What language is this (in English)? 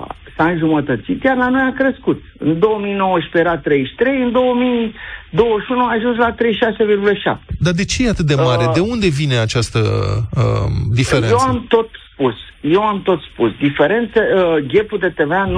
Romanian